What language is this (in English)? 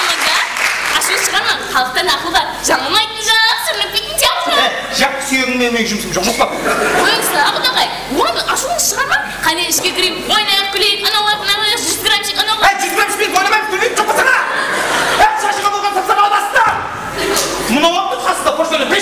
Kara-Kalpak